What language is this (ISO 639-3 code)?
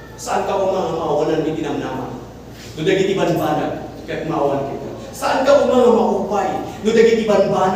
ilo